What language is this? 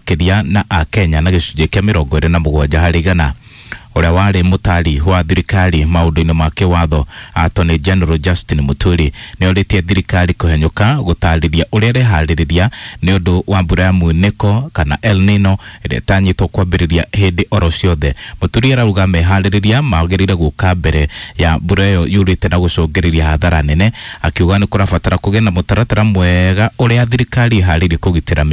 Kikuyu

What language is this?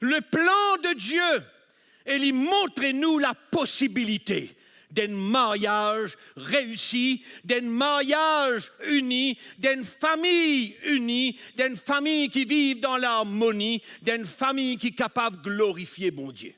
Morisyen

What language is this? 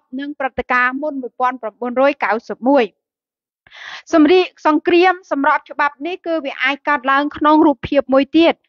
Khmer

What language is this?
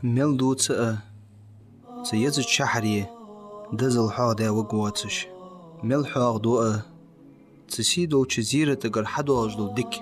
Ingush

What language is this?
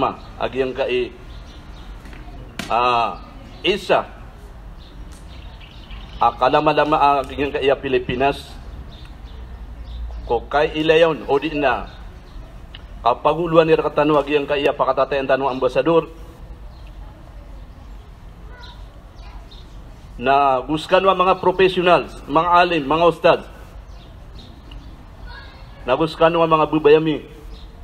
Maranao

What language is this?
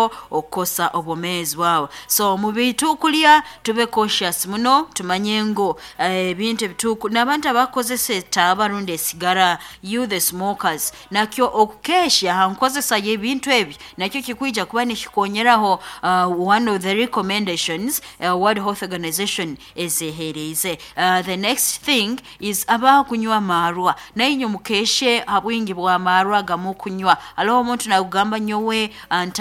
Nyoro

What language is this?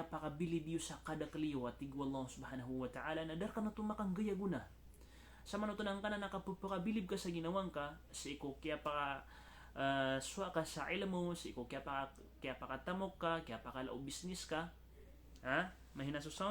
Maranao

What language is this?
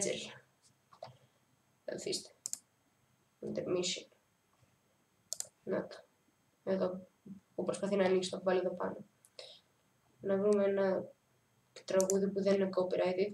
Greek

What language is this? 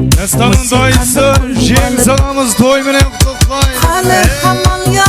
Kara-Kalpak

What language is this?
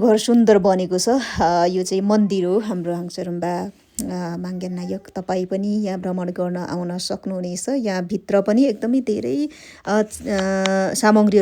Nepali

